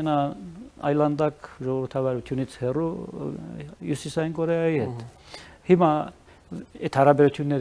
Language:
Armenian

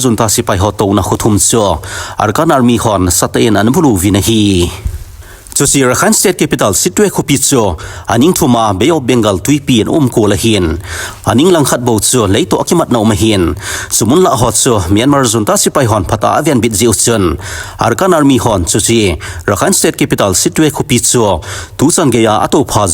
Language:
Thado Chin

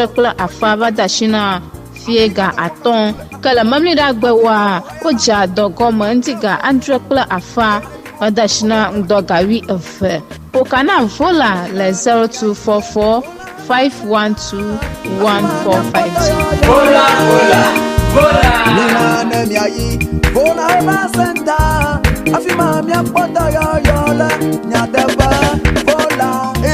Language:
Ewe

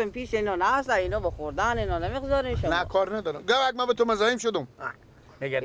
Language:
Persian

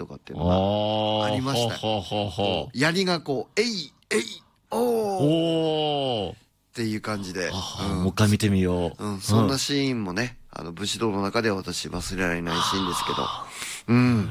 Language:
Japanese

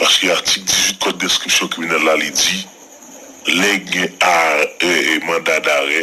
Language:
Haitian Creole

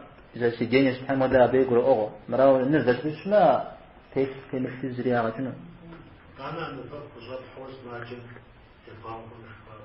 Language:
Kabardian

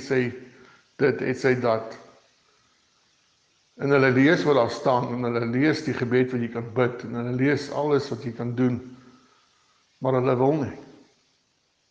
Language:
Afrikaans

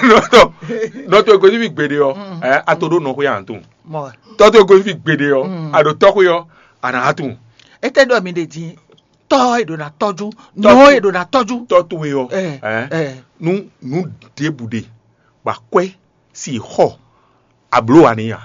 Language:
Fon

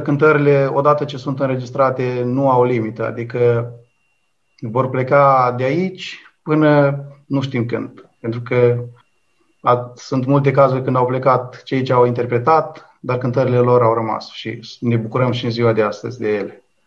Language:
Romanian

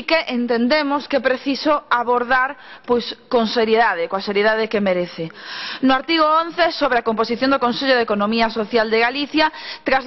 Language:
Galician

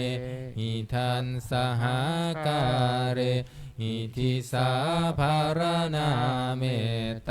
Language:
Pali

